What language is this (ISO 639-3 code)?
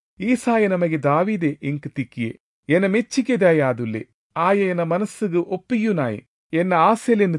tcy